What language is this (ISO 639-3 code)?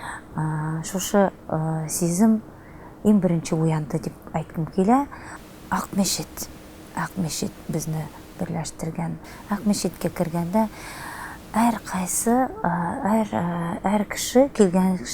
tat